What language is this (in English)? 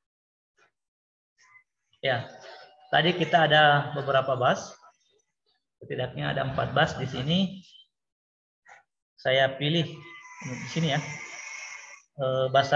Indonesian